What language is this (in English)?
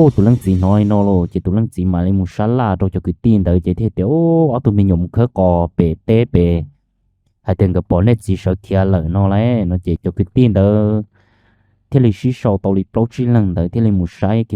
Hmong